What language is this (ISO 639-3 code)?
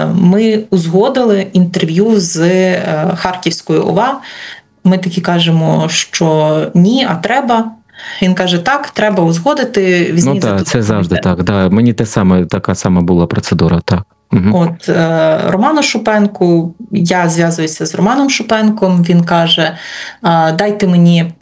ukr